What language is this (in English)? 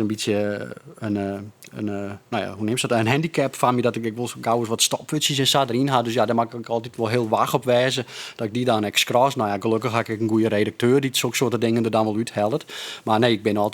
Western Frisian